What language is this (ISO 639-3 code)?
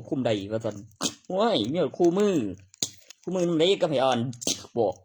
tts